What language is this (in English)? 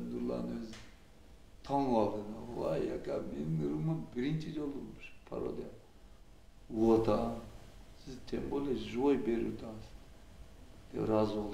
Kyrgyz